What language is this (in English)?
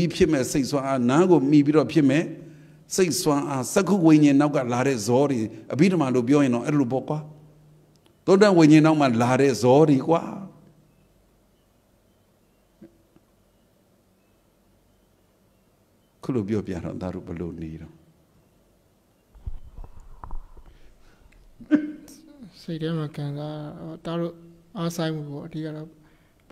Burmese